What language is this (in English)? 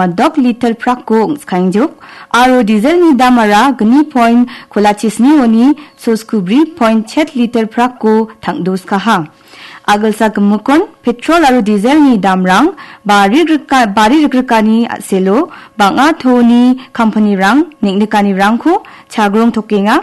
Garo